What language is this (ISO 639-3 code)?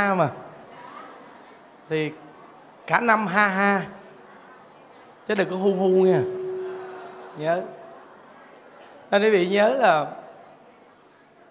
vie